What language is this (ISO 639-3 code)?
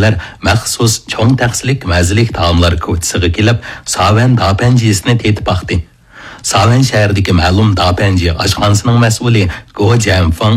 uig